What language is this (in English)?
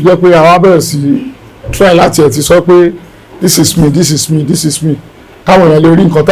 Yoruba